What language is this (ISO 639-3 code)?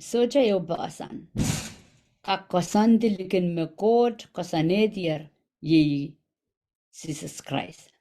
pon